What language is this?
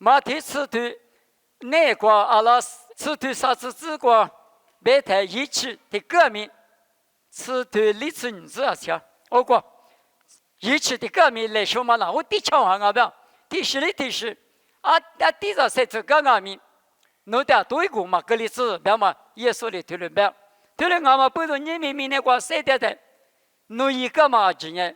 Lisu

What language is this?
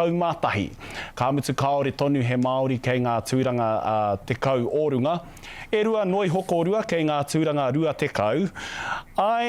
Māori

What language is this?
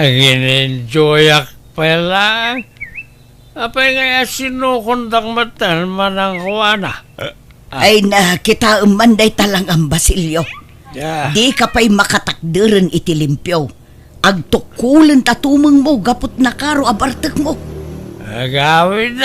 Iloko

